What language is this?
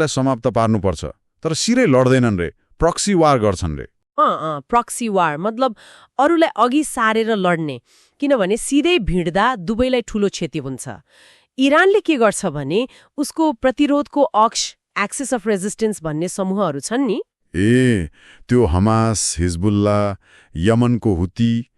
Nepali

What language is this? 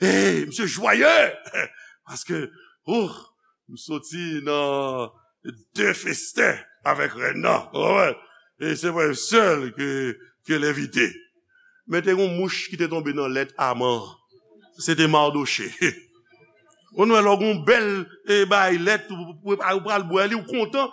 Haitian Creole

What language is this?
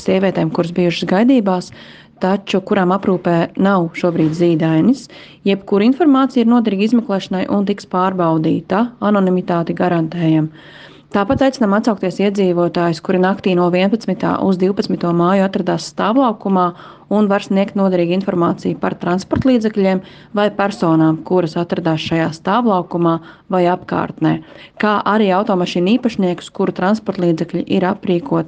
Latvian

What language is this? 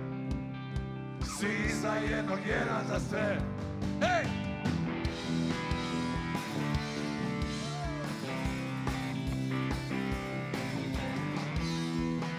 Serbian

